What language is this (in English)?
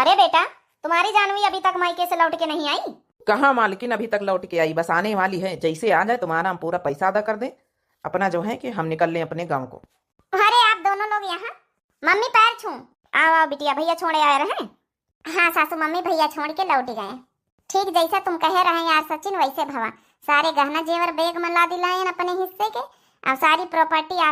Awadhi